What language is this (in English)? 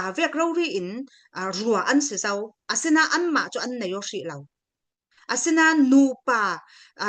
Falam Chin